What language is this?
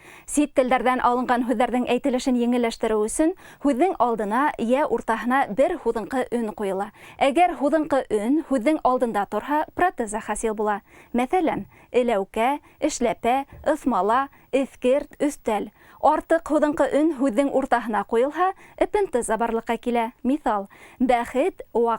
Bashkir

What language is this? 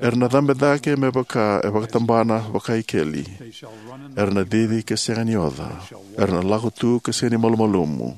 Fijian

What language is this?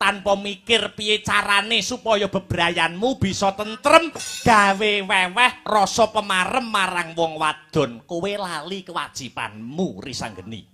Javanese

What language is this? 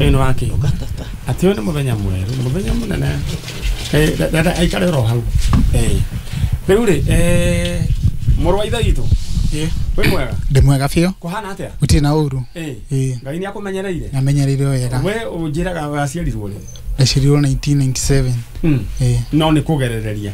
Kikuyu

